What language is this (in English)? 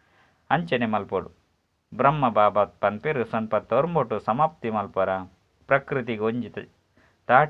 Tulu